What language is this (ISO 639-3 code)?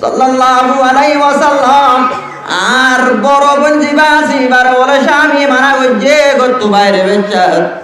rhg